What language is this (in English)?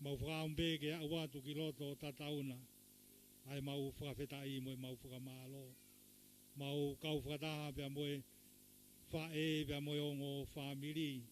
Tongan